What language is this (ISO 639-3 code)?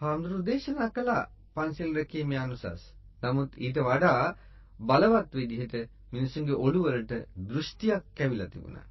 sin